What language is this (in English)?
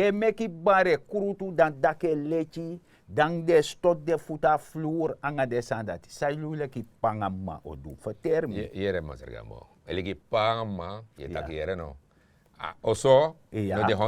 Sranan Tongo